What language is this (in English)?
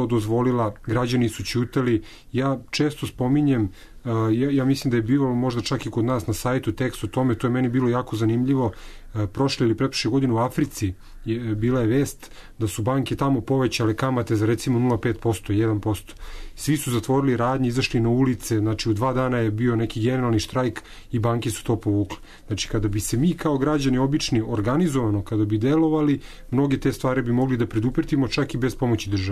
Serbian